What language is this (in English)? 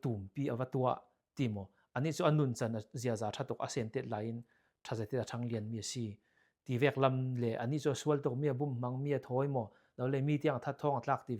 Falam Chin